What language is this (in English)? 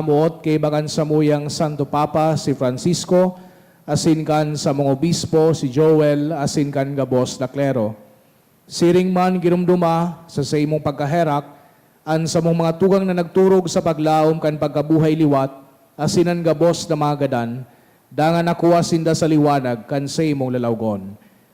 Bikol